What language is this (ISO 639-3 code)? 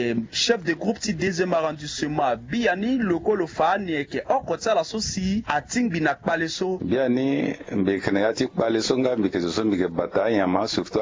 sag